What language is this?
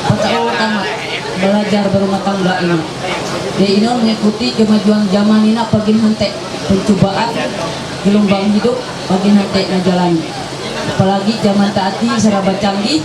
Ma'anyan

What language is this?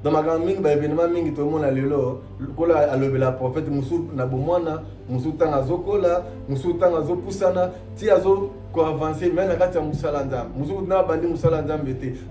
Lingala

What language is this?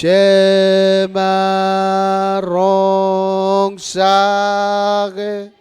Marshallese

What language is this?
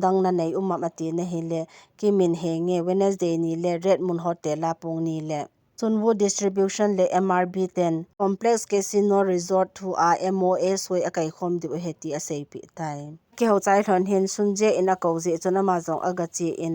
Thado Chin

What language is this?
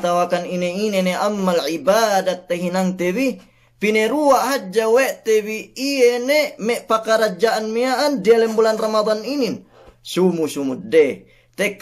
Yakan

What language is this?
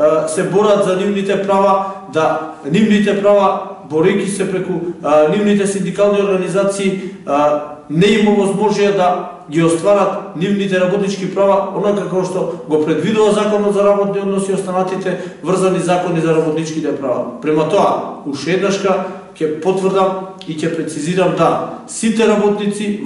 Macedonian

